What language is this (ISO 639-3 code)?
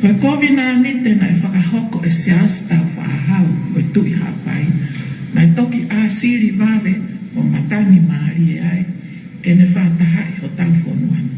ton